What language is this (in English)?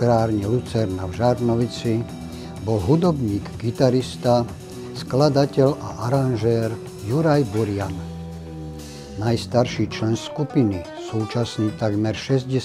Slovak